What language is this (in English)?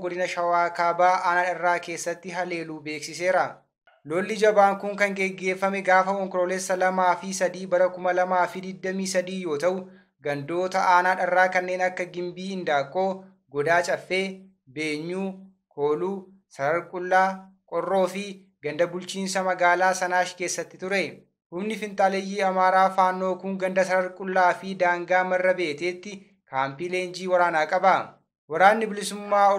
Oromo